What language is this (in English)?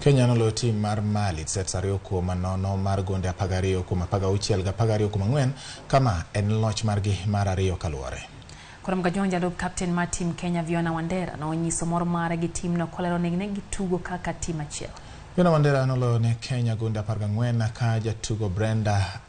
Luo (Kenya and Tanzania)